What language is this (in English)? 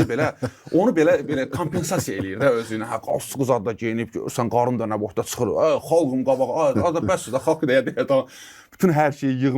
Azerbaijani